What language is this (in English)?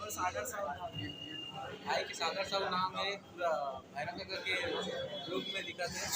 Chhattisgarhi